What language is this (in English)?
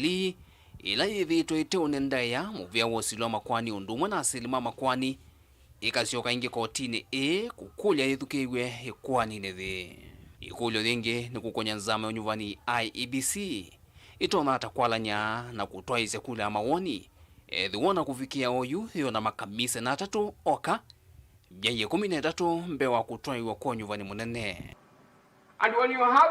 Kamba